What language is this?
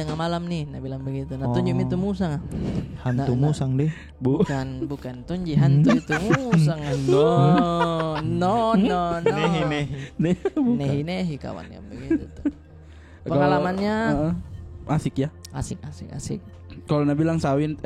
Makassar Malay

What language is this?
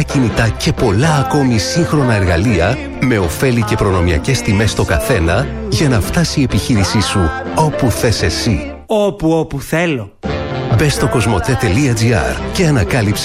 Greek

